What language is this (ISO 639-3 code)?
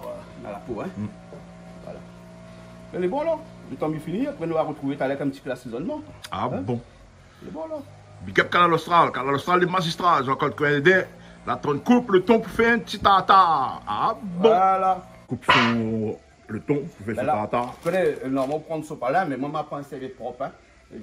rcf